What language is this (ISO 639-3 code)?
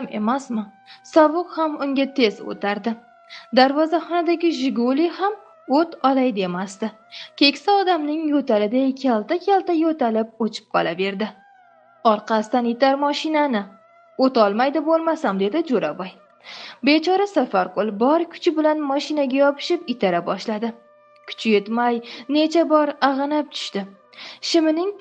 uzb